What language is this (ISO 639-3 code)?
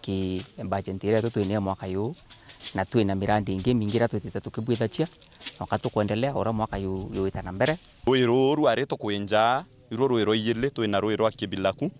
mer